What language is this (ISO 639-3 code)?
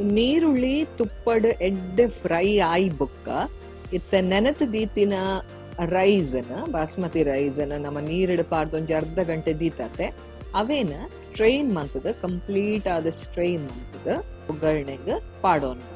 tcy